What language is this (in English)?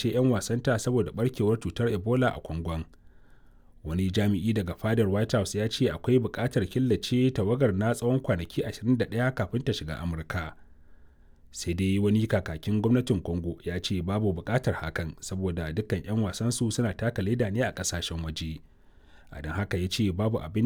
Hausa